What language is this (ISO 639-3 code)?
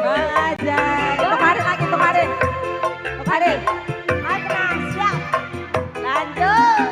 bew